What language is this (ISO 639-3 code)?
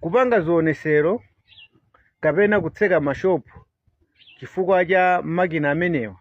nya